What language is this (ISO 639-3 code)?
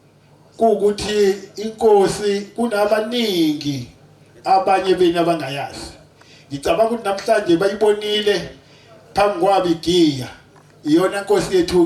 zul